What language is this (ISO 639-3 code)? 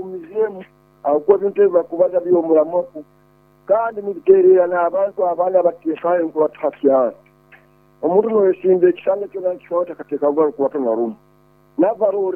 nyo